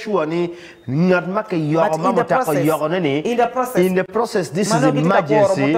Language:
Acoli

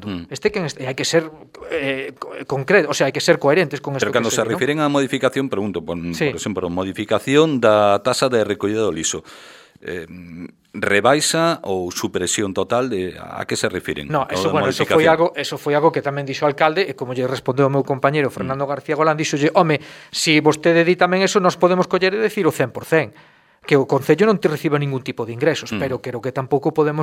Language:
Galician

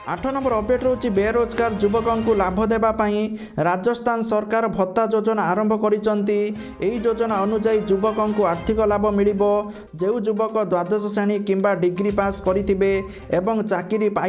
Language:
Odia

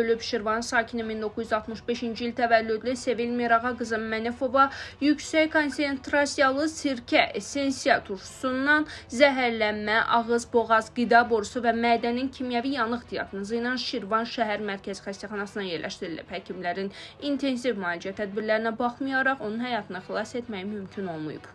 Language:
Azerbaijani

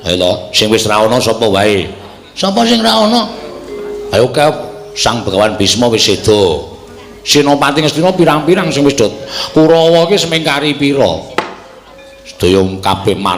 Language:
Javanese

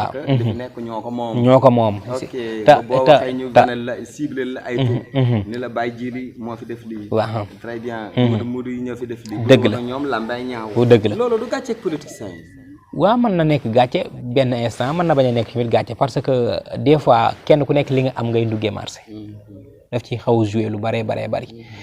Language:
Wolof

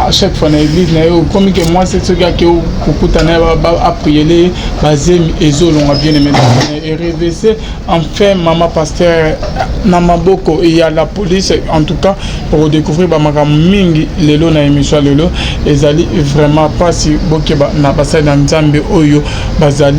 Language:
Lingala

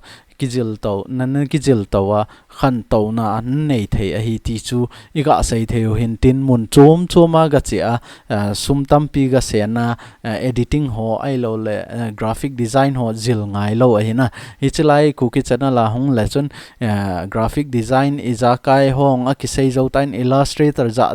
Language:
Thado Chin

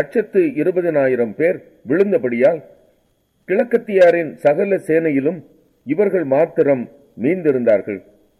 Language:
Tamil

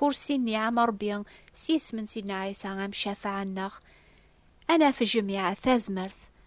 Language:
Kabyle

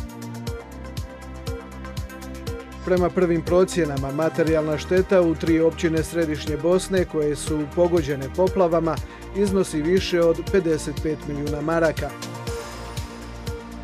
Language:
Croatian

